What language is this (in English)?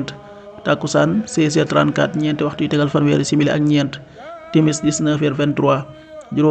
Wolof